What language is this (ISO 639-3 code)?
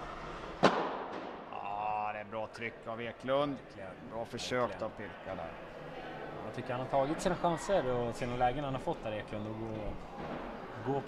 swe